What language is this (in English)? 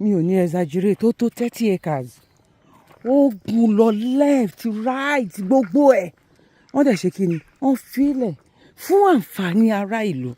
Yoruba